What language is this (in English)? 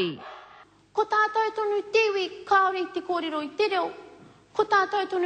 Māori